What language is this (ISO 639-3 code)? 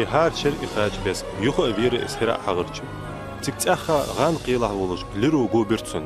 inh